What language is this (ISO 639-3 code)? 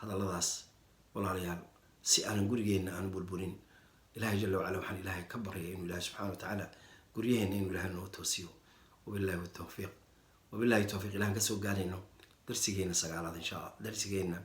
som